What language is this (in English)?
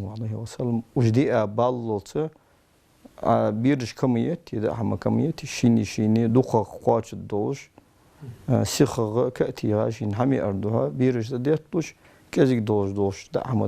Ingush